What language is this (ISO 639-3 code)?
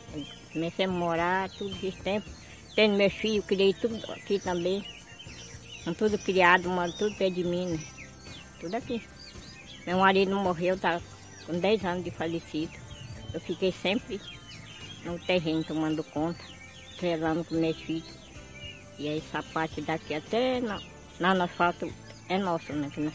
por